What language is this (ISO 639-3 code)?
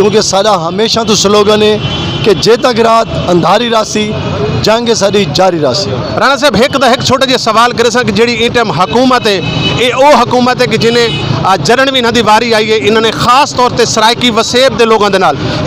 skr